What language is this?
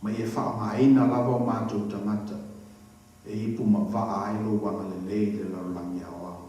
Samoan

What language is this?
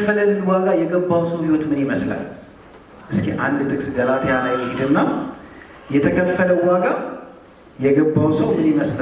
Amharic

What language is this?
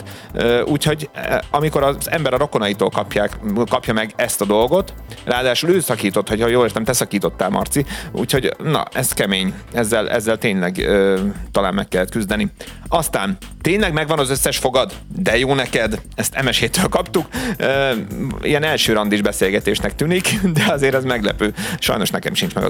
Hungarian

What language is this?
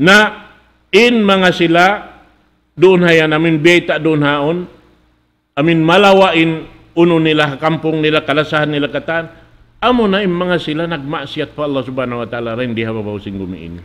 Tausug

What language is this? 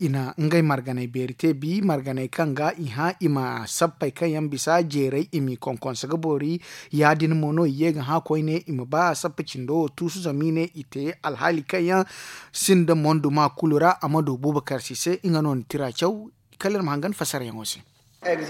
Zarma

